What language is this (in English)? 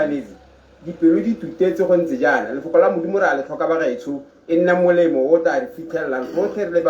Tswana